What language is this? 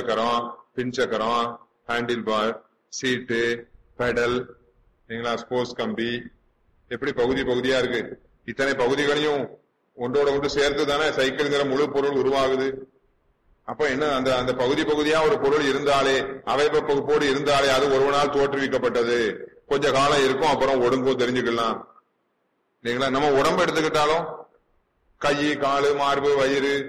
Tamil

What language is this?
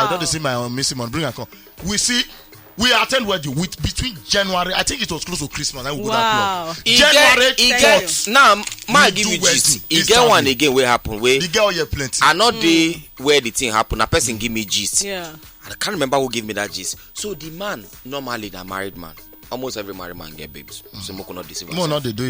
Nigerian Pidgin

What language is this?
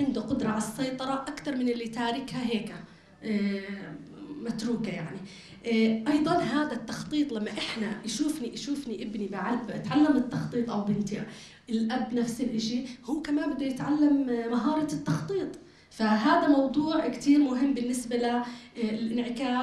North Levantine Arabic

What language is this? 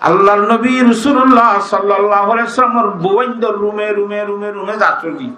Rohingya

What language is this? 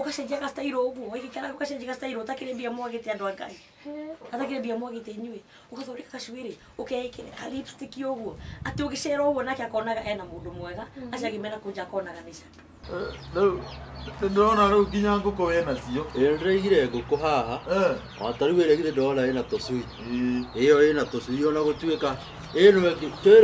Kikuyu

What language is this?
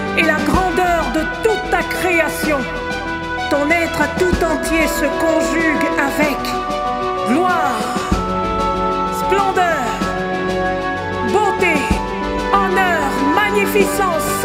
French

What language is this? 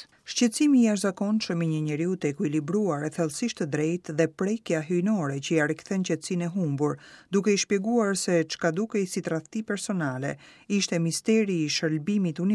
Albanian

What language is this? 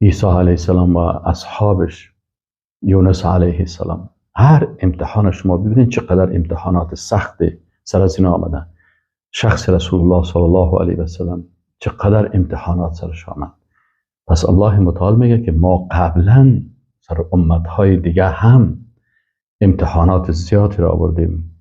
Persian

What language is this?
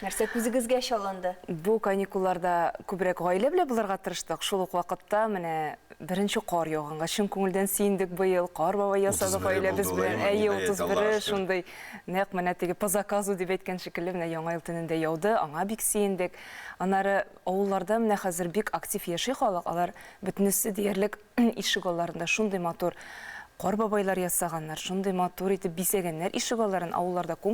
Tatar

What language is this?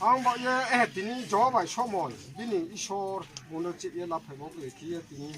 Riang (India)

